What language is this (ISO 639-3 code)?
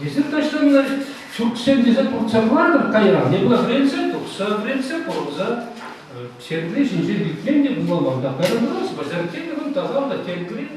chv